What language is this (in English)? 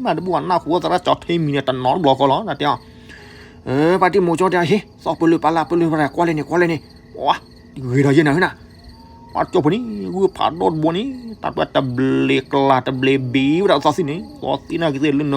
S'gaw Karen